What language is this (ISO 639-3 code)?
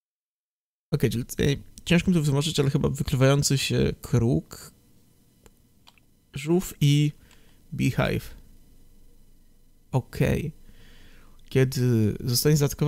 pol